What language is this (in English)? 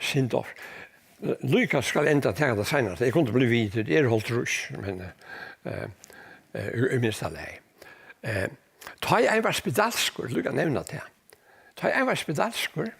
Faroese